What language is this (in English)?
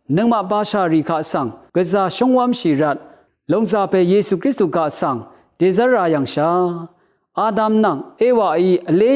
Rawang